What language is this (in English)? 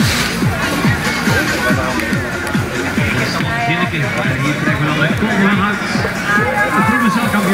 Dutch